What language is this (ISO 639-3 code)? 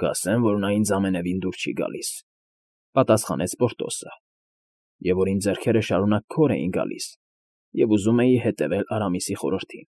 hye